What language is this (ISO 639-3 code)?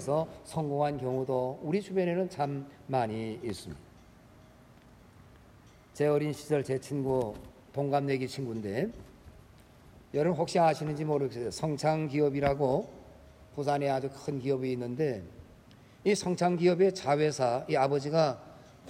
kor